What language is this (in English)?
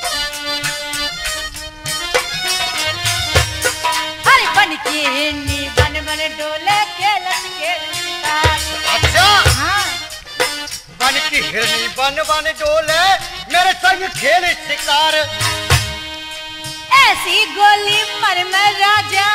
Hindi